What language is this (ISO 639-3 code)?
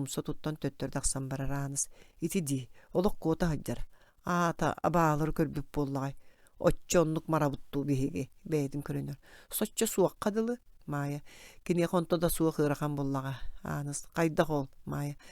sah